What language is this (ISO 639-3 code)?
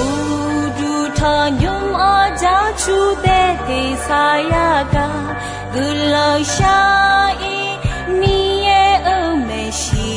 ahk